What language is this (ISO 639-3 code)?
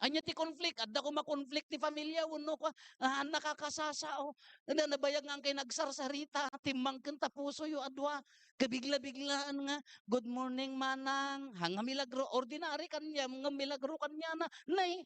ilo